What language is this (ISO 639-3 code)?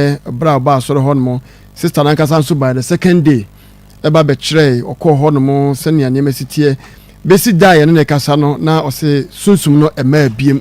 aka